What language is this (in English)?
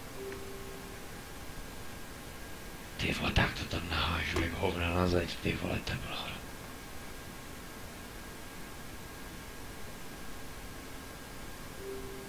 Czech